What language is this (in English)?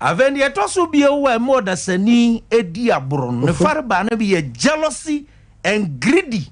Akan